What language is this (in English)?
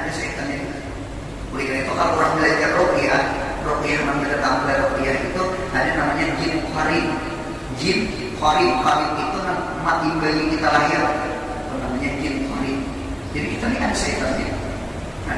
Banjar